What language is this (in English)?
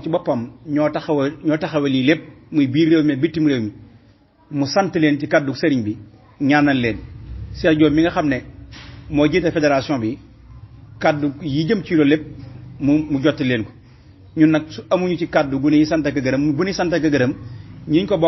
Wolof